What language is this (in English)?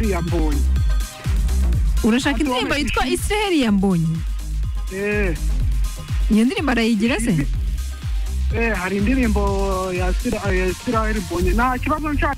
Kinyarwanda